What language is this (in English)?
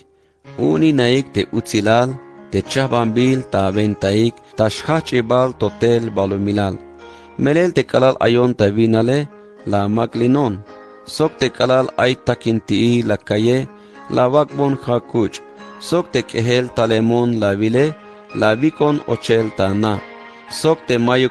Tzeltal